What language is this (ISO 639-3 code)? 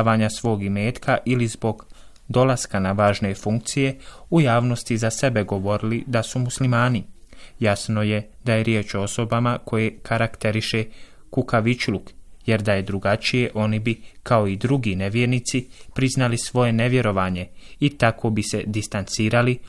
bos